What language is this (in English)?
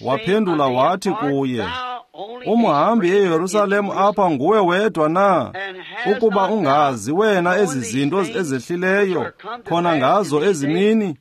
Xhosa